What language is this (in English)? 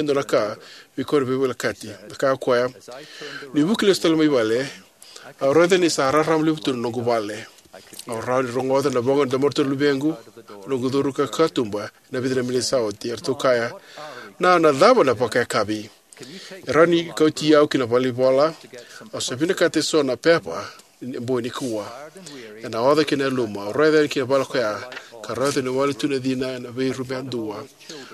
Fijian